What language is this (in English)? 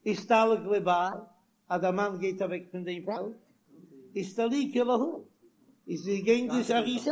Yiddish